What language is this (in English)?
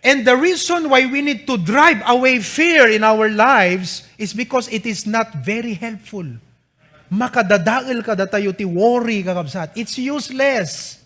Iloko